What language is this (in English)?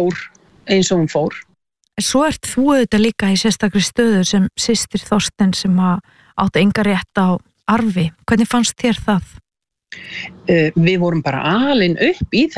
Icelandic